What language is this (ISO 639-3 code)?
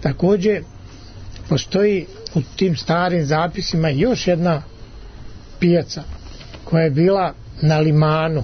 srp